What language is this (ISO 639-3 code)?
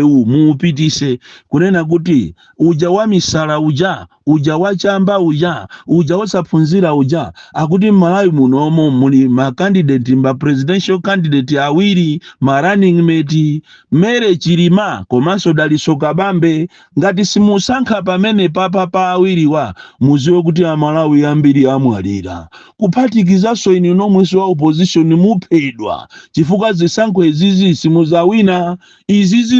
nya